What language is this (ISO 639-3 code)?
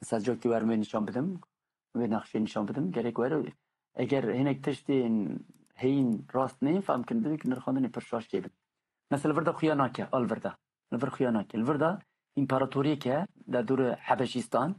kur